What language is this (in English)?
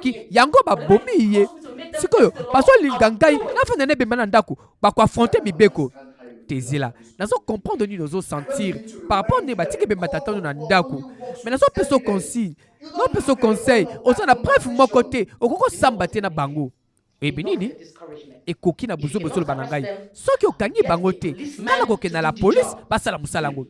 Lingala